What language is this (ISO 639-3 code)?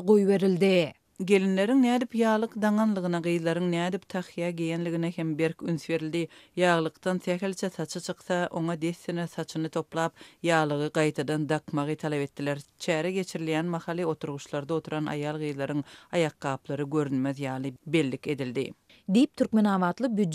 tuk